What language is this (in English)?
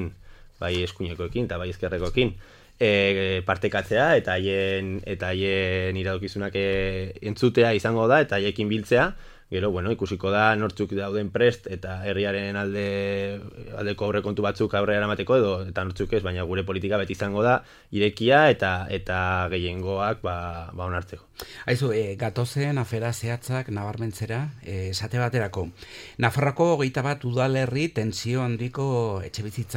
Basque